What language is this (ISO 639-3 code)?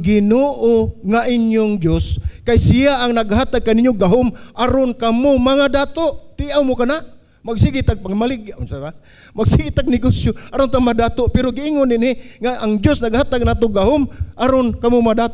ceb